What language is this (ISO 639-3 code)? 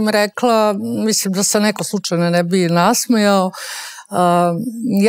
srp